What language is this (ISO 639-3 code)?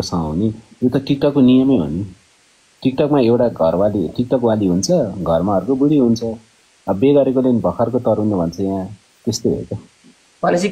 nep